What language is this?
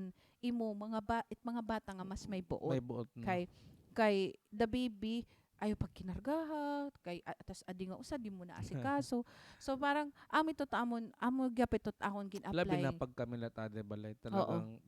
Waray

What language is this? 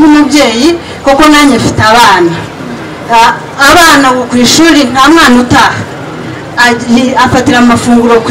Kinyarwanda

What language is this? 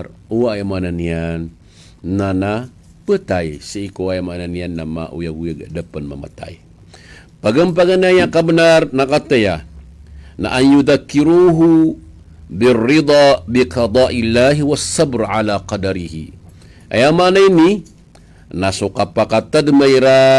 Maranao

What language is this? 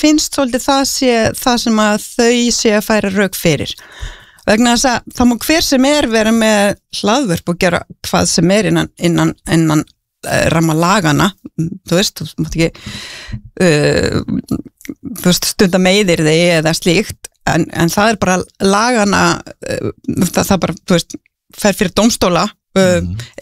Icelandic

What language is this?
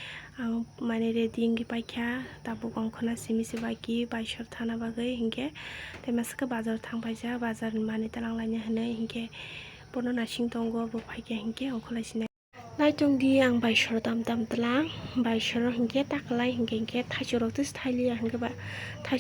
Kok Borok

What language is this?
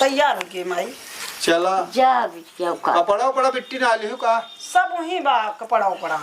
Awadhi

